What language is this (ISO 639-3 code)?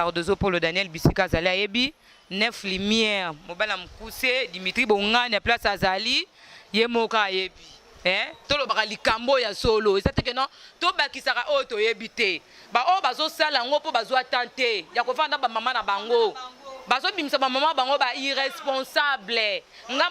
lin